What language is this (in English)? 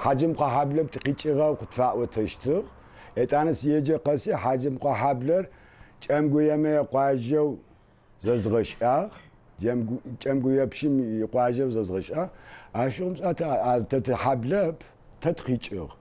Adyghe